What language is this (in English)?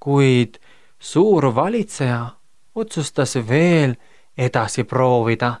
Estonian